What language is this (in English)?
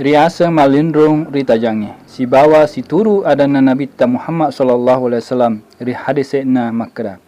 Buginese